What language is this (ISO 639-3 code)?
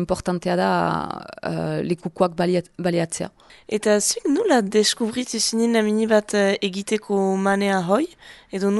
eus